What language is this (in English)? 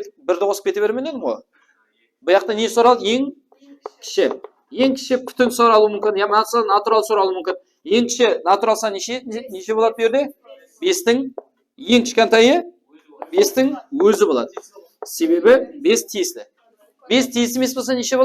Kara-Kalpak